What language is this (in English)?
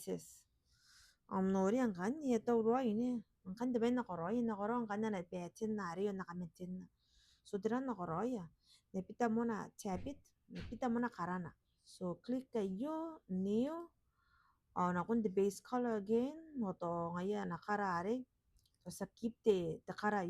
Gilbertese